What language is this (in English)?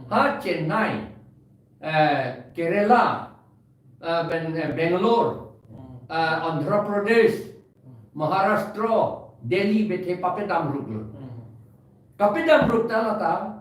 Karbi